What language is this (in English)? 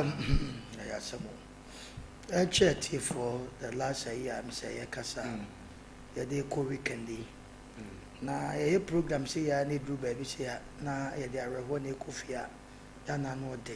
Akan